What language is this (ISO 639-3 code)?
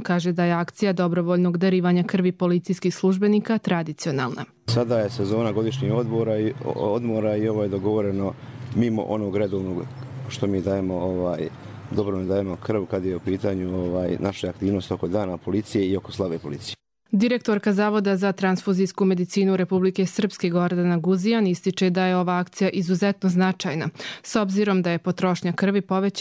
hrv